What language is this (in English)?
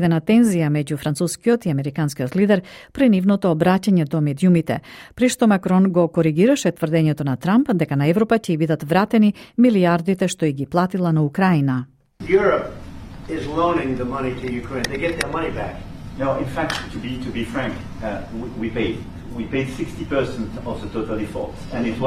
Macedonian